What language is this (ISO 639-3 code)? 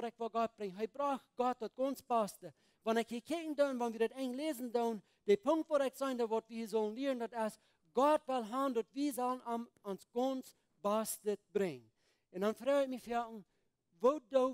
pdt